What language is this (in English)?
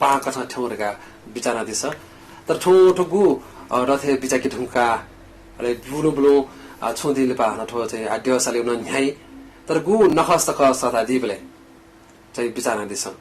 Newari